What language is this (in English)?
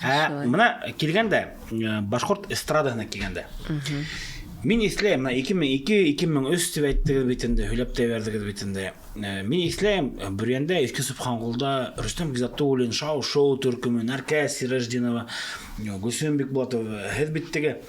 Bashkir